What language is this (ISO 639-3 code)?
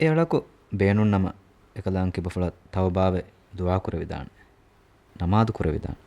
div